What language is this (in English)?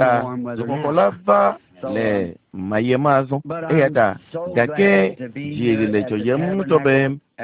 Ewe